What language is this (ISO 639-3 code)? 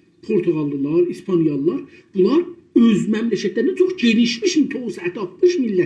azb